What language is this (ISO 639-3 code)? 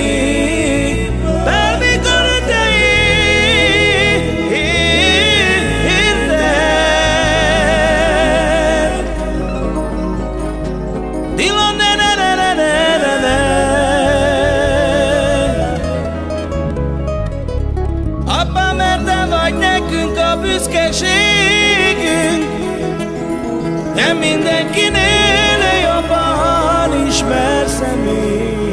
hun